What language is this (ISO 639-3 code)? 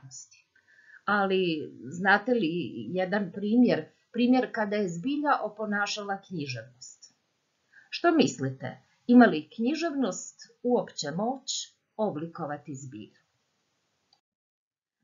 hrv